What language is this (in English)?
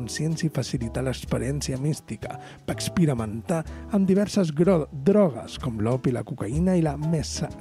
Catalan